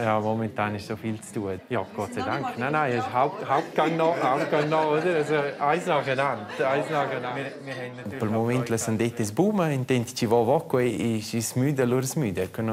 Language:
Romansh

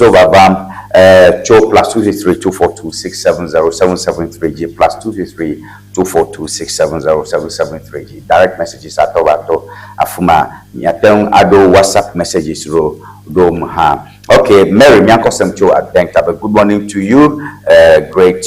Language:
Ewe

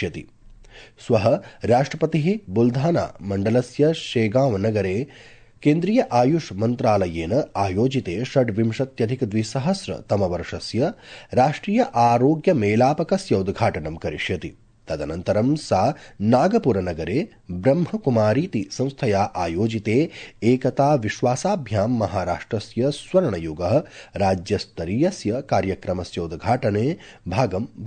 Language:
Sanskrit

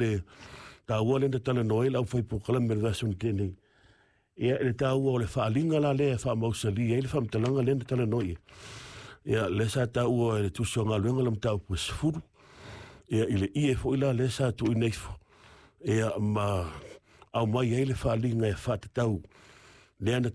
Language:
Samoan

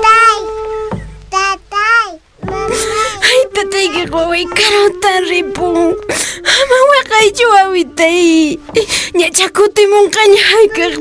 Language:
Quechua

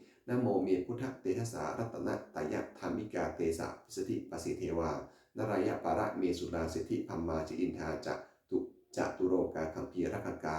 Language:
Pali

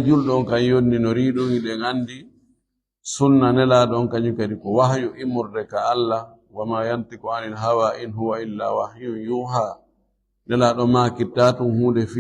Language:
Fula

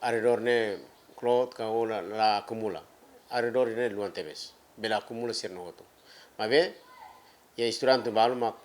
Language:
Tetum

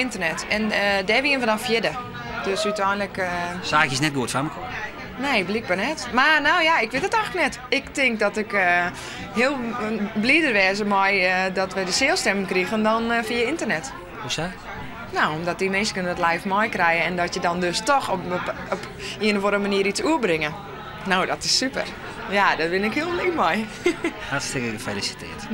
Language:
Western Frisian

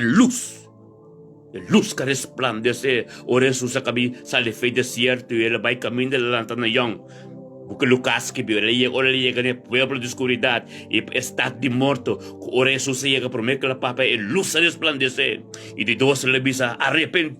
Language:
Papiamento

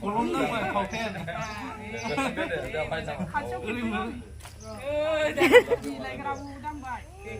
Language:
Bodo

